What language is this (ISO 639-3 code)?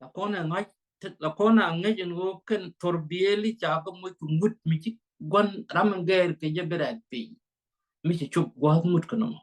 nus